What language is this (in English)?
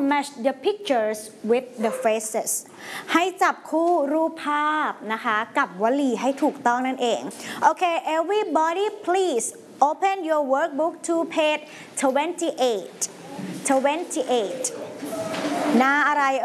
Thai